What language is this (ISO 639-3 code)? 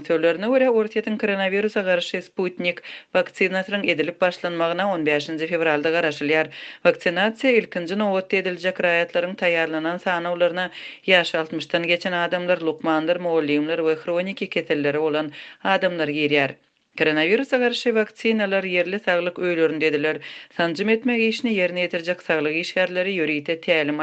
tuk